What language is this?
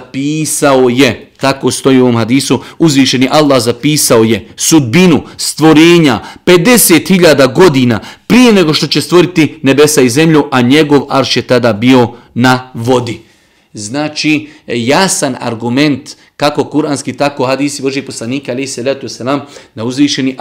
Bosnian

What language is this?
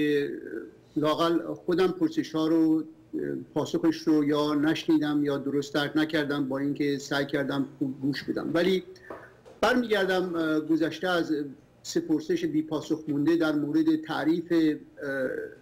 Persian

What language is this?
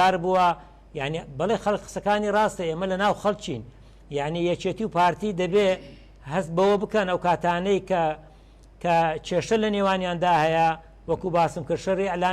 Central Kurdish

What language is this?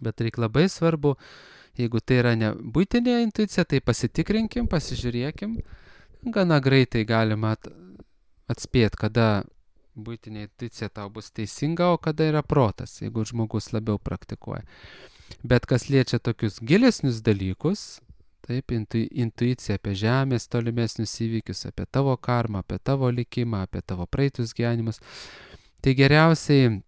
Lithuanian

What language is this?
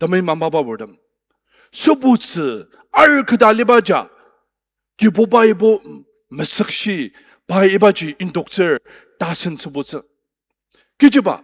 Ao Naga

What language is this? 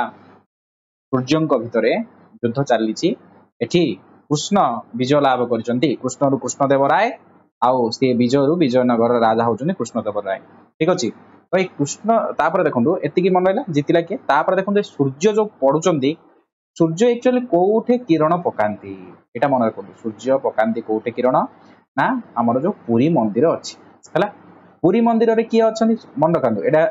Odia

